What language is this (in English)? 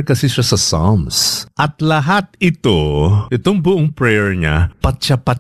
Filipino